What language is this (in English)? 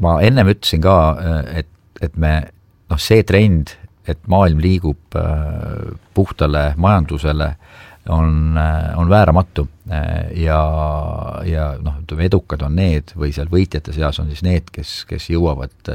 Estonian